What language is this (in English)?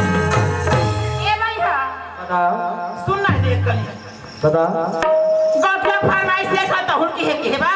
Chhattisgarhi